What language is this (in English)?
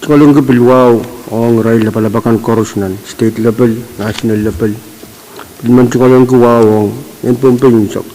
Pohnpeian